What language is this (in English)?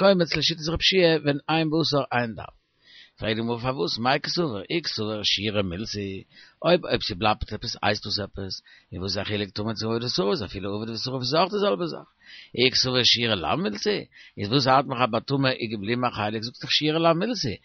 Yiddish